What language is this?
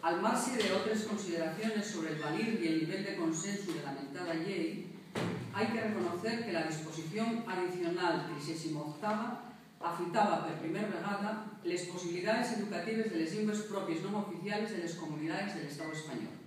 Asturian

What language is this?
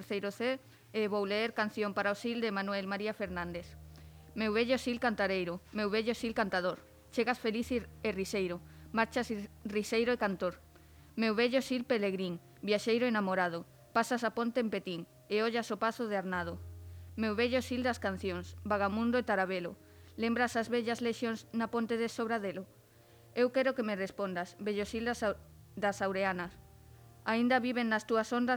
Galician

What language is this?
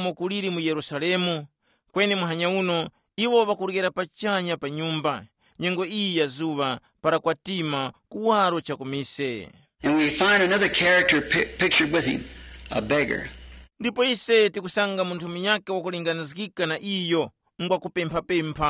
Tumbuka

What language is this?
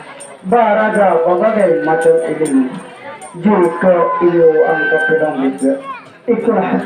Minangkabau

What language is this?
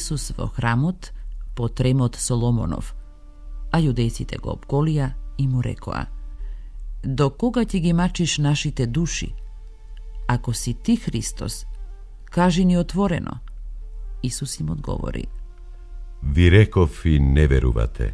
Macedonian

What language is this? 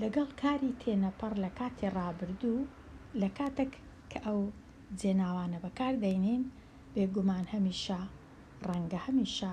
Central Kurdish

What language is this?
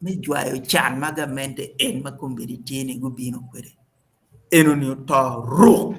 Acoli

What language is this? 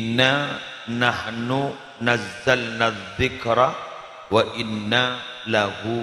Madurese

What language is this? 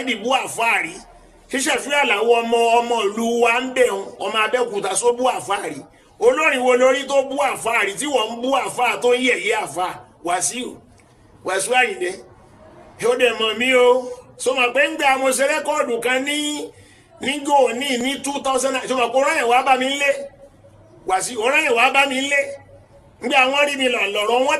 Yoruba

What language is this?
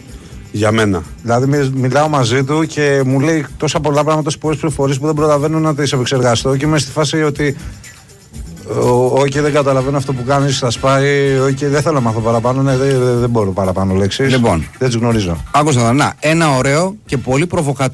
Greek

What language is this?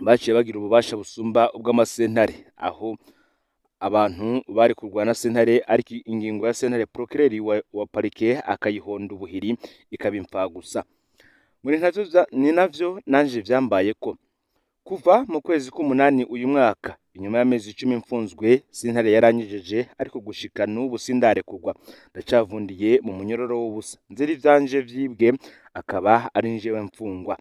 Rundi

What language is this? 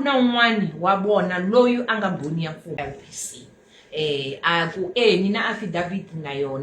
Tsonga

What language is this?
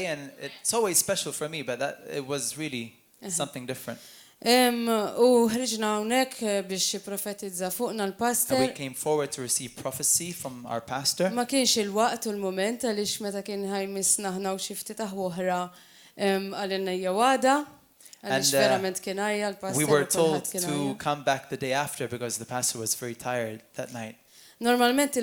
Maltese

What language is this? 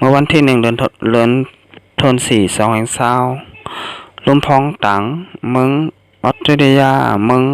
Shan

